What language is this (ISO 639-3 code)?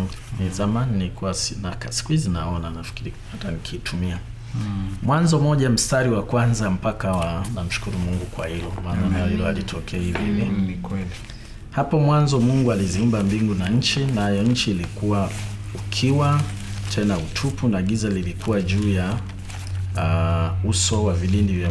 swa